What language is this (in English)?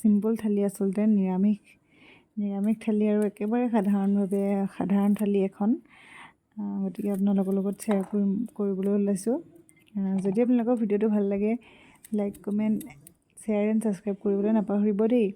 Assamese